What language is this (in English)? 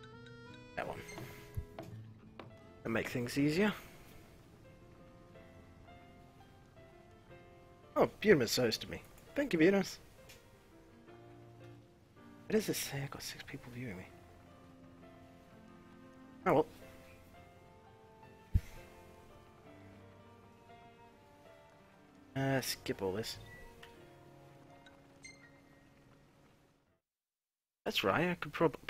English